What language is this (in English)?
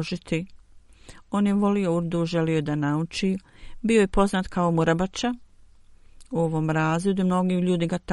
Bosnian